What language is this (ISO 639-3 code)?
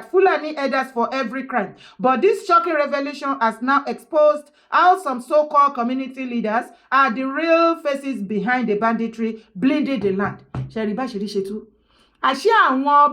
yor